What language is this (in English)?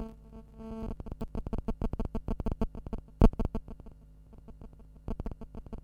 Russian